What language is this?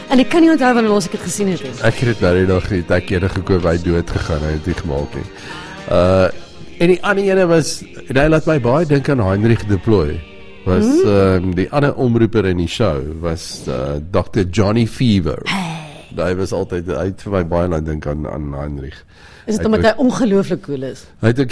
Afrikaans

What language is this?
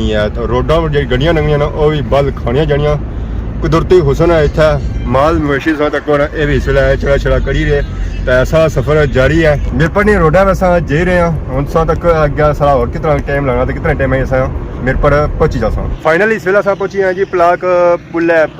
Pahari-Potwari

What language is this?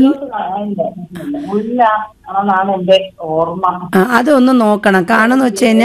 Malayalam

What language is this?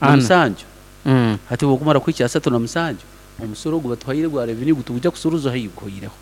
Nyankole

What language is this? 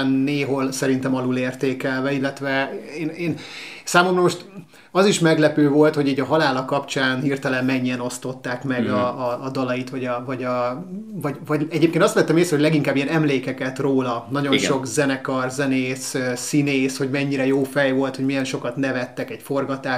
Hungarian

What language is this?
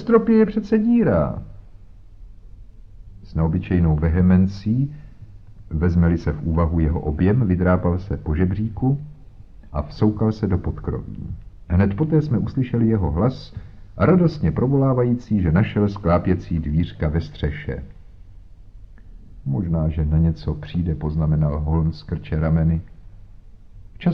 Czech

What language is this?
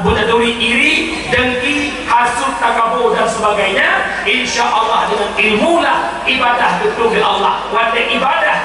Achinese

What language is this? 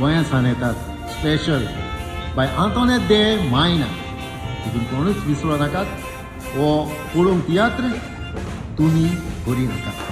Konkani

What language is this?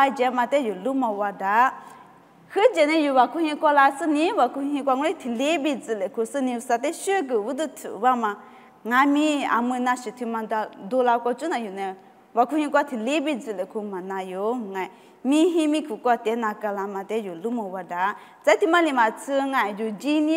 Lisu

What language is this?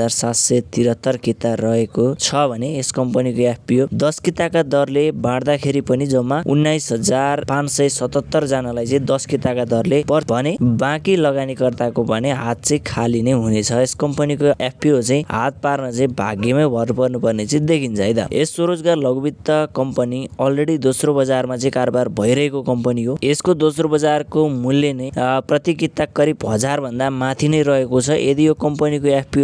Nepali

